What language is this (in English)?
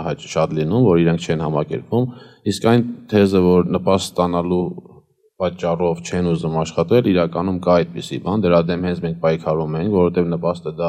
Armenian